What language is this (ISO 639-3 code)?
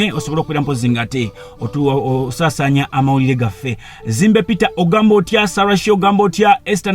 lug